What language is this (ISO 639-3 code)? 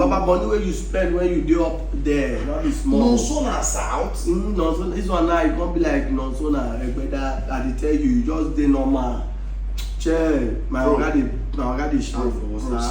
pcm